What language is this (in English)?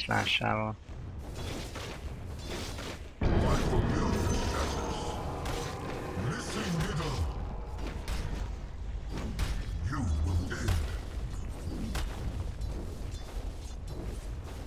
Hungarian